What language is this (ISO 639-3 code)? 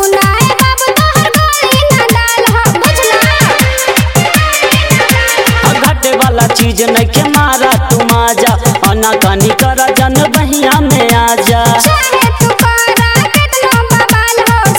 bho